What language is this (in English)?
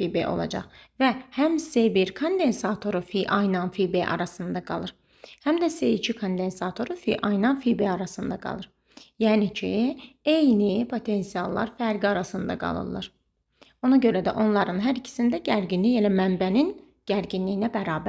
Azerbaijani